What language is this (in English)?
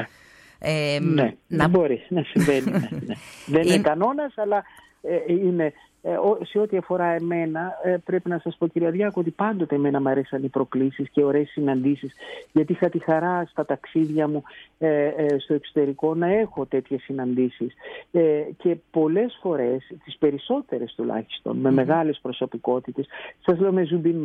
Greek